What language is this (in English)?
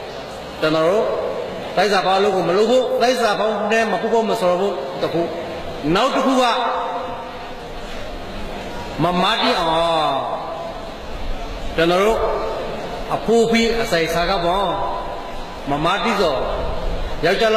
Burmese